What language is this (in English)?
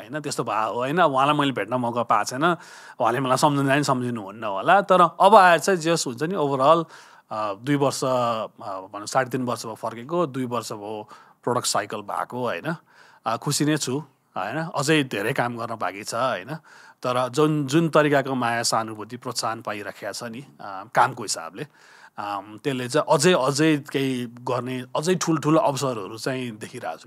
Nepali